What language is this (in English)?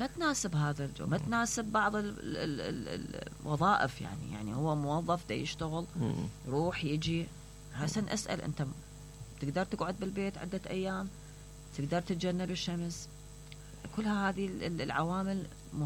Mesopotamian Arabic